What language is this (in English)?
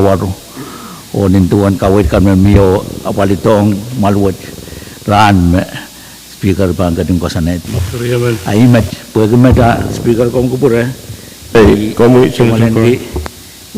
Pohnpeian